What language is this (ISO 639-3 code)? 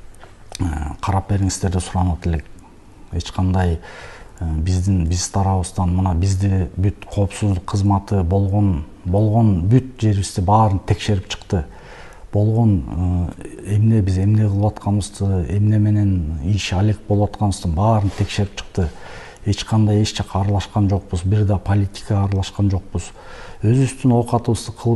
kir